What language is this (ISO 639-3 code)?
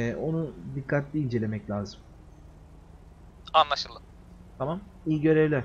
tur